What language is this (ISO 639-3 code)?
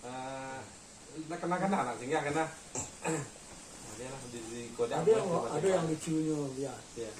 min